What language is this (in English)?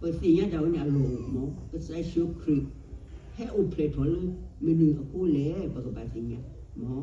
S'gaw Karen